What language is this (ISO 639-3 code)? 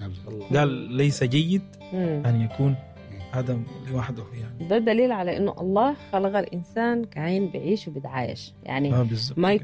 apd